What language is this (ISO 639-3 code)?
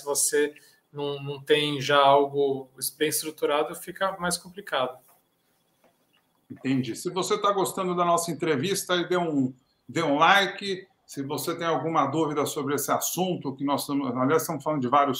por